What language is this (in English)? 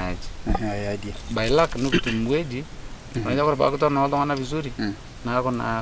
Masai